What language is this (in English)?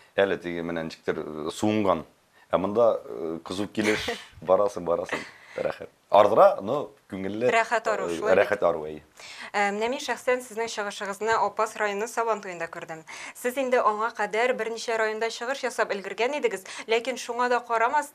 Tatar